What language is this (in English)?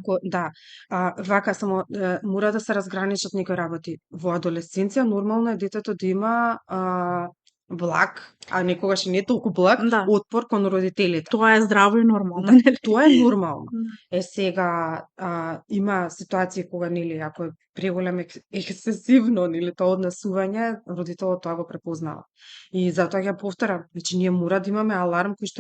Macedonian